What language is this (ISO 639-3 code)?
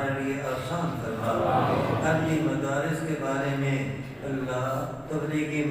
skr